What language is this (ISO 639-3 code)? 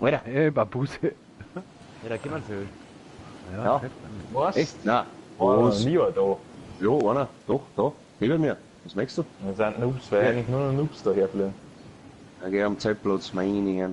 bar